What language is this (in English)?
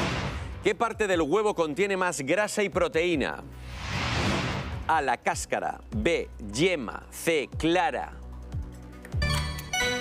Spanish